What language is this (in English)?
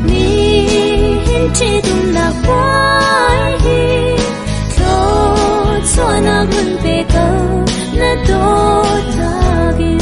Hakha Chin